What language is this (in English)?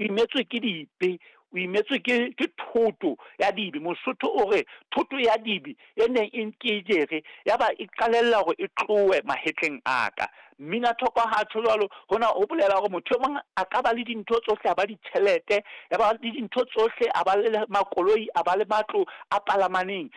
Southern Sotho